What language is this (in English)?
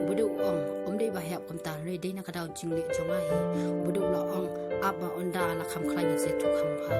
Khasi